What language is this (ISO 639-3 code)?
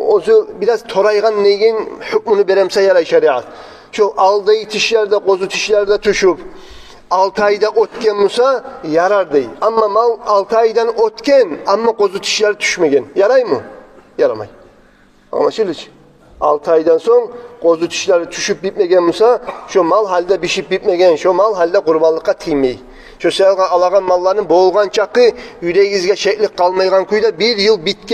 kum